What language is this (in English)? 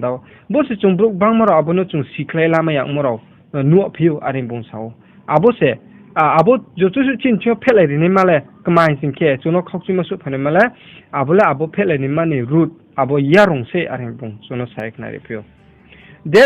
Riang (India)